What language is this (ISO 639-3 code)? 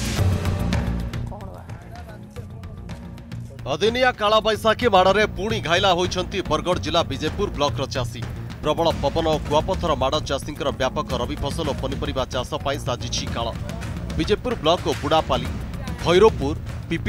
ori